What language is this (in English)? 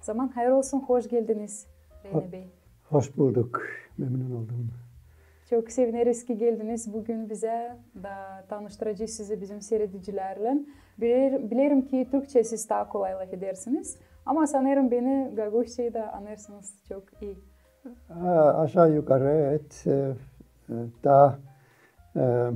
Gagauz